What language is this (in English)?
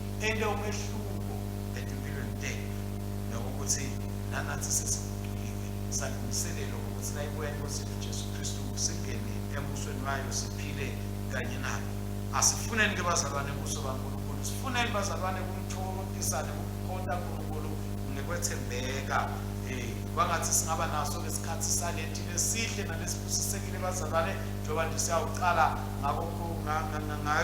Swati